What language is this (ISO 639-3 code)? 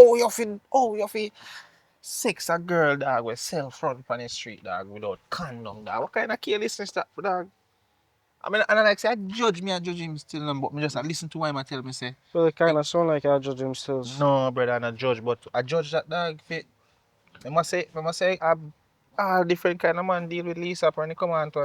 jam